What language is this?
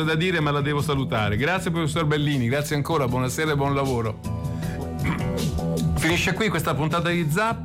Italian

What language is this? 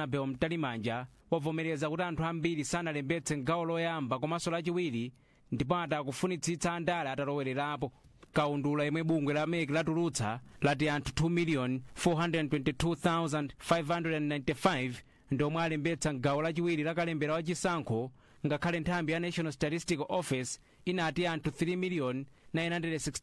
Nyanja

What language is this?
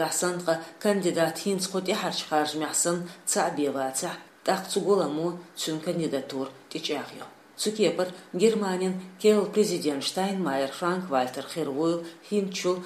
Chechen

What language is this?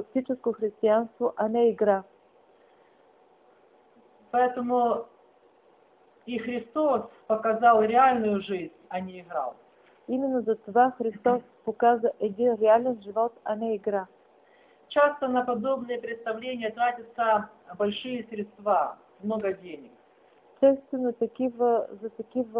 Bulgarian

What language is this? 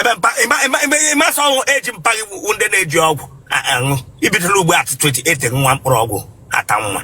Igbo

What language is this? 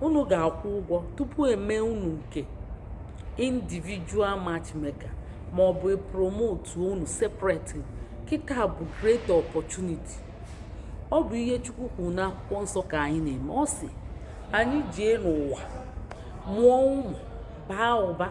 Igbo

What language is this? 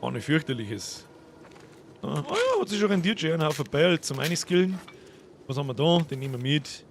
Bavarian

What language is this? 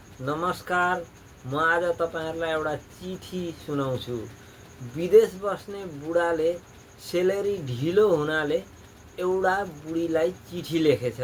Nepali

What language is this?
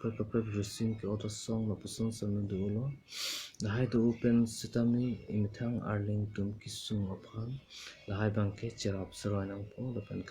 Karbi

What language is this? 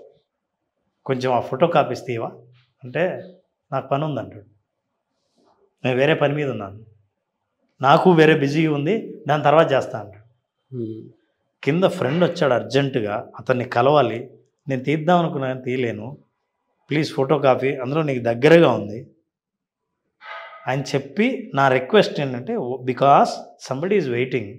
Telugu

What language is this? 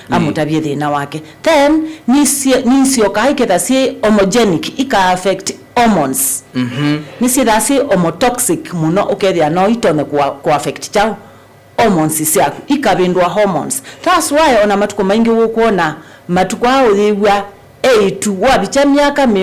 Kamba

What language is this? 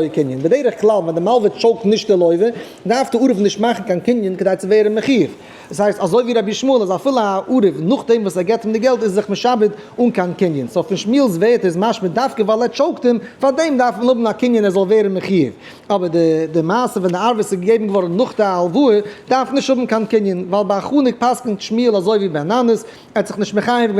Yiddish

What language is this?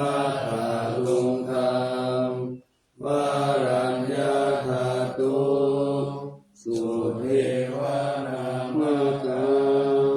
Pali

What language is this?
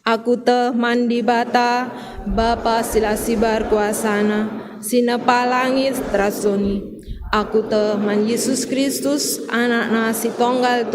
Batak Karo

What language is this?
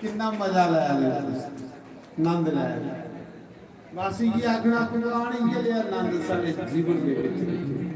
Dogri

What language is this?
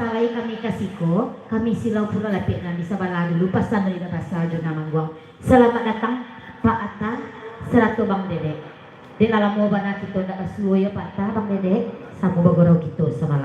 Minangkabau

